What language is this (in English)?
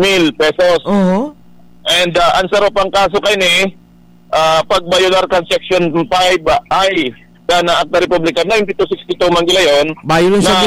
Bikol